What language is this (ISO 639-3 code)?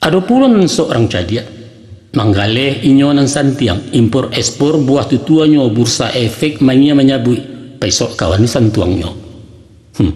min